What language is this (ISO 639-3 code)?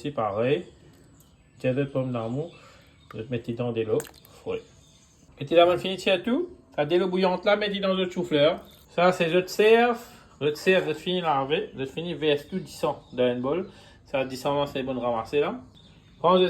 mfe